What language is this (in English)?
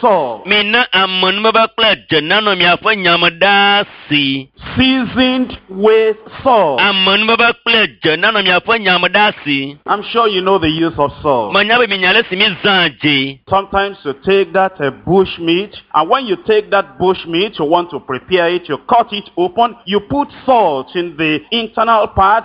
Ewe